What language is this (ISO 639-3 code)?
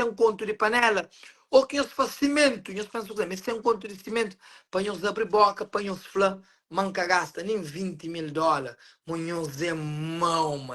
kea